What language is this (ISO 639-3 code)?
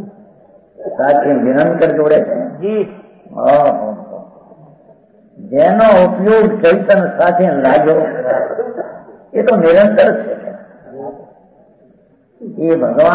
guj